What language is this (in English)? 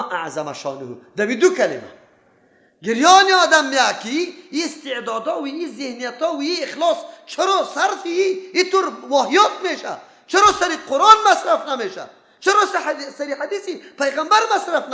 Persian